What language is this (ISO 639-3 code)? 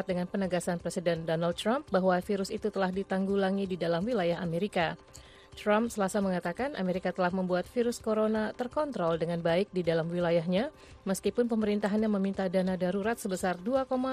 ind